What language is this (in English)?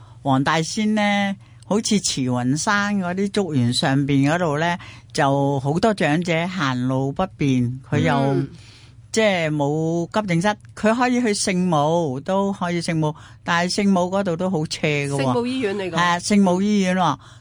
Cantonese